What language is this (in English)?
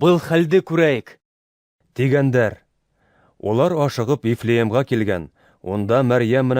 Bashkir